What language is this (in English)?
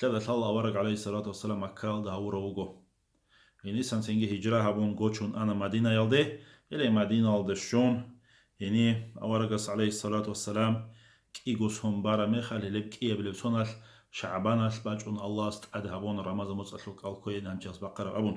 Avaric